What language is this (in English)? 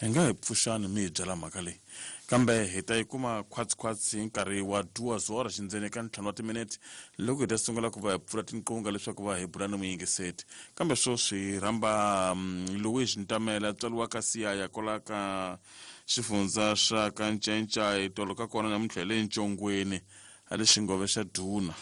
Tsonga